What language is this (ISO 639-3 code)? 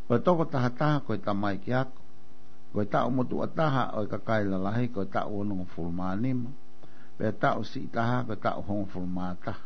ton